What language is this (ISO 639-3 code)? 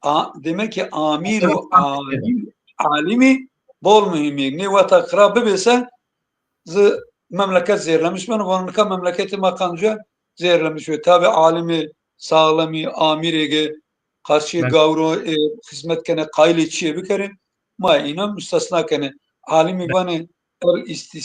zza